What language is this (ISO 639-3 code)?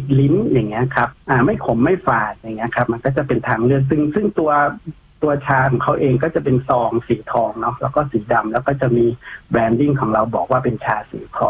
tha